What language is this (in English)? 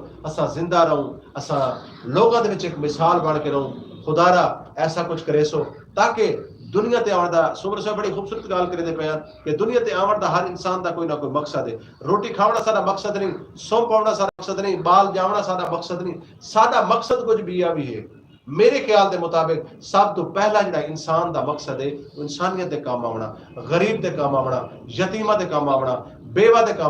Saraiki